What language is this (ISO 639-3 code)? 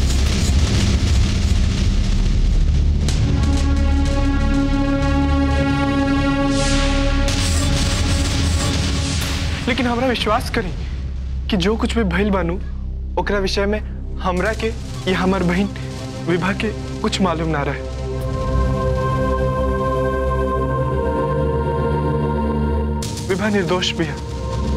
bho